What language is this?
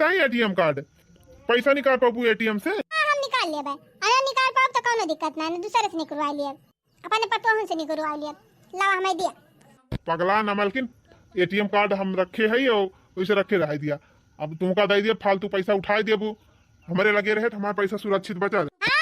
Awadhi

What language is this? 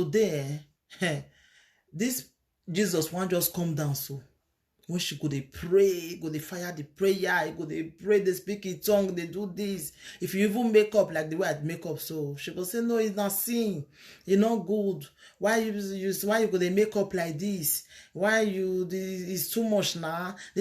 Nigerian Pidgin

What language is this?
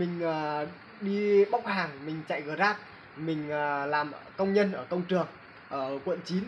Vietnamese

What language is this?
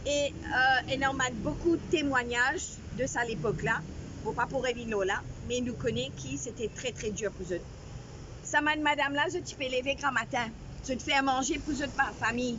Morisyen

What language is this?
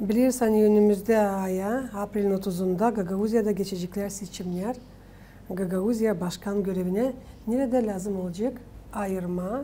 Gagauz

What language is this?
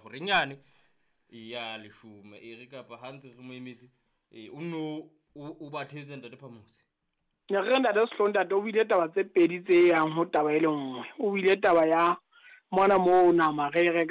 Southern Sotho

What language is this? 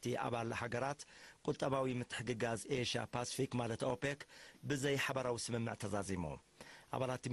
Tigrinya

